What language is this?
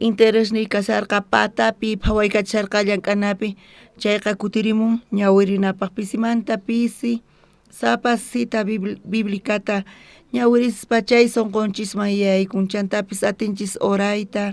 South Bolivian Quechua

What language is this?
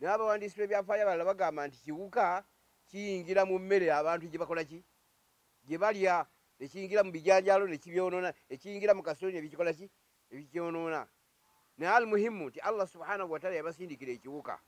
Ganda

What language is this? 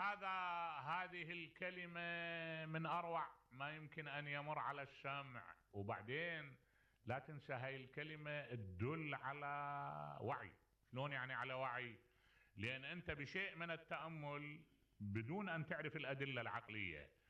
Mesopotamian Arabic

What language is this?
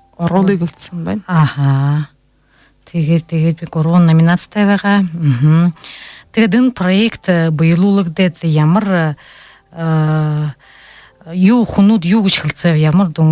Buriat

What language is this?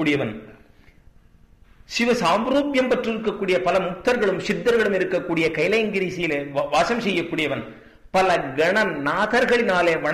Tamil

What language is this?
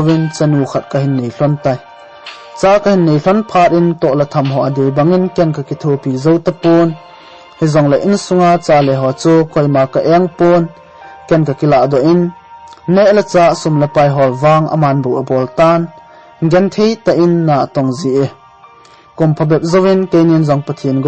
Thado Chin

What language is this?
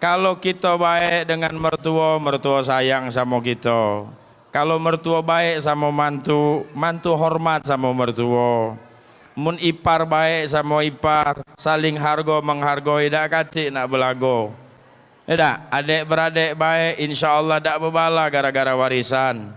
Musi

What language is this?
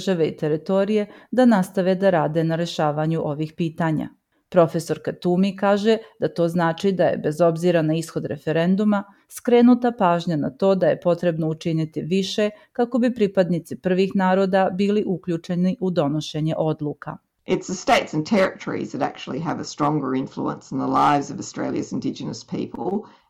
Serbian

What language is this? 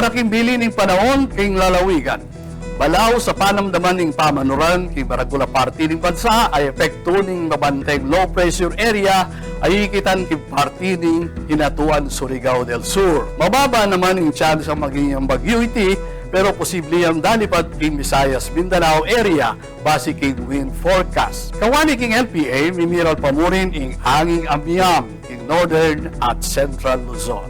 Pampanga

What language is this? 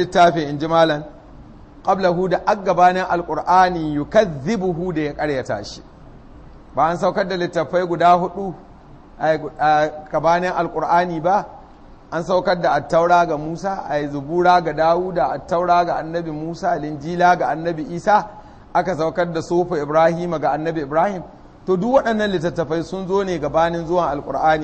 Hausa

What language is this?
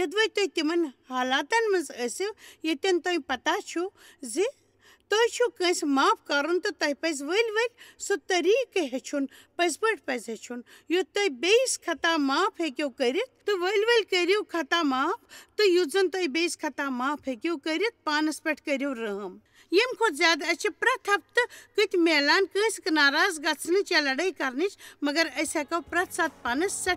Kashmiri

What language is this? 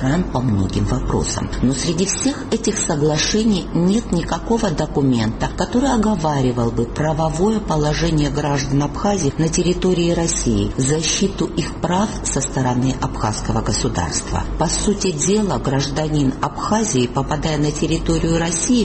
Russian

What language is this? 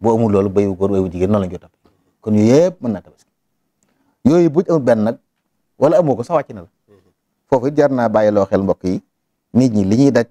Wolof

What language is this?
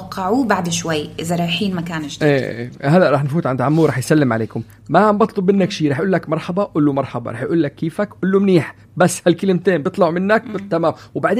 North Levantine Arabic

